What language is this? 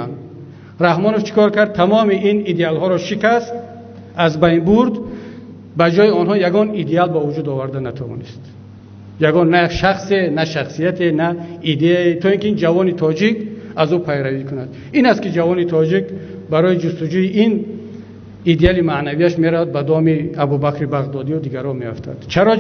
Tajik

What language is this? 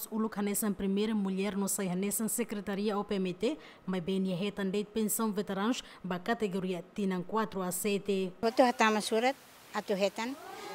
Tetum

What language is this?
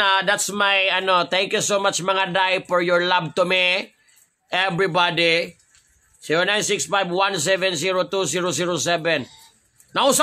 Cebuano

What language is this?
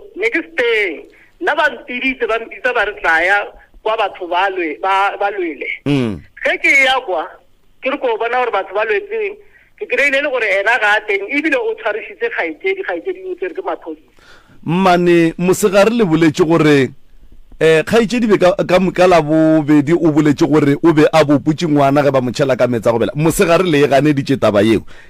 Northern Sotho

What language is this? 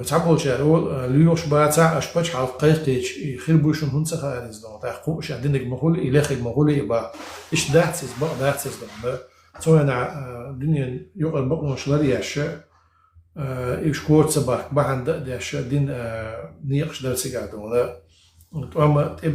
Chechen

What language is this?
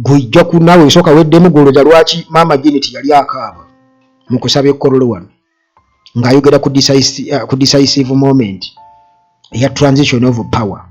Ganda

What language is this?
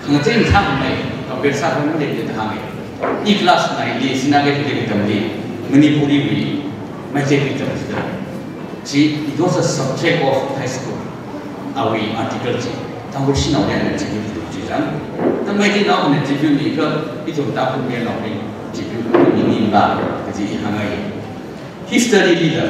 Tangkhul Naga (India)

